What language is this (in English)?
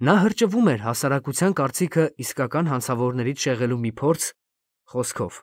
Armenian